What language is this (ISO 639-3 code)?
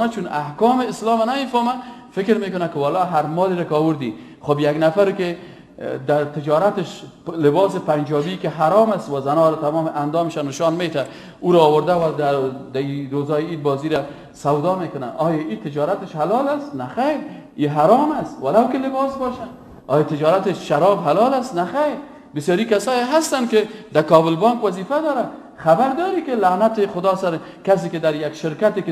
fas